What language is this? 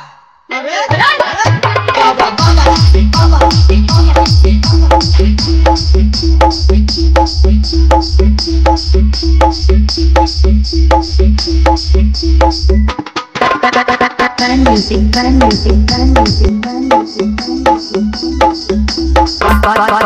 Bhojpuri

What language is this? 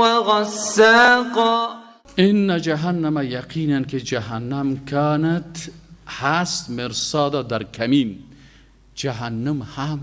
Persian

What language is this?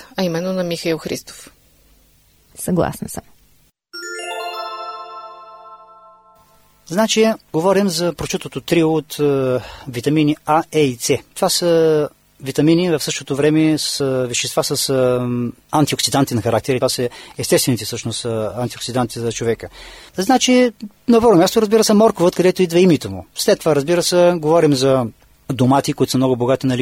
Bulgarian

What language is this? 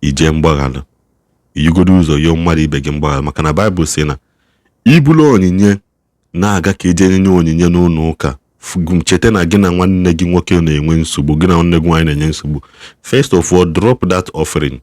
Igbo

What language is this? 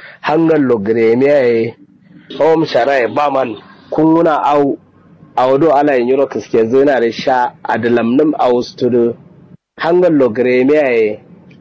Kanuri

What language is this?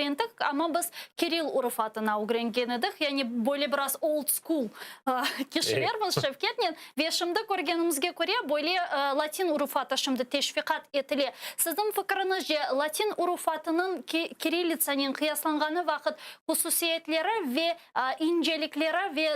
Crimean Tatar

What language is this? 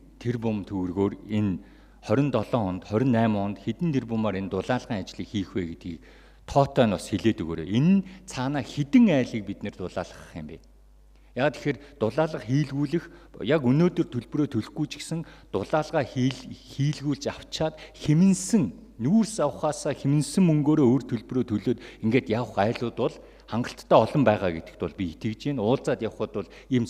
Mongolian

